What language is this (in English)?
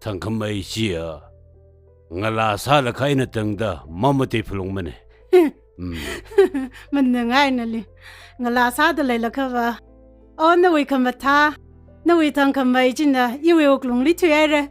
Tangkhul Naga (India)